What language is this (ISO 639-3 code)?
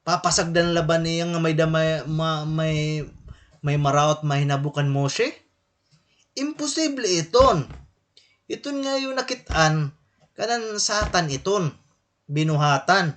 war